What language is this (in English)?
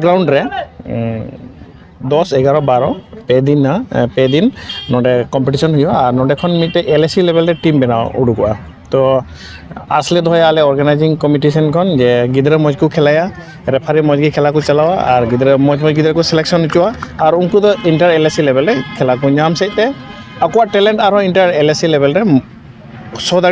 Santali